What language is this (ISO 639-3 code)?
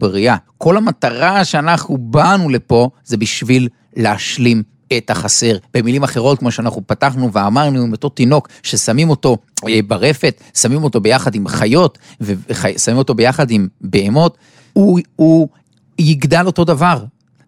heb